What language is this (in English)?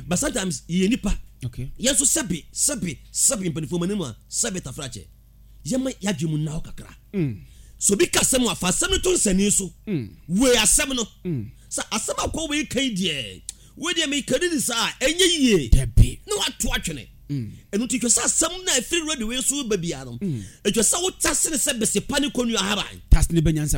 Akan